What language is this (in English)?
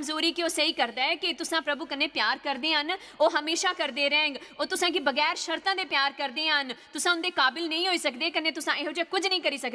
Dogri